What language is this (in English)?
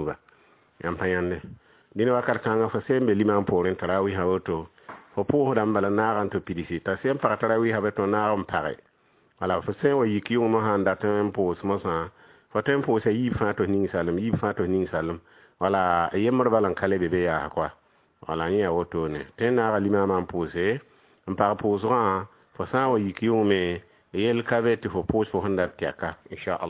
Mossi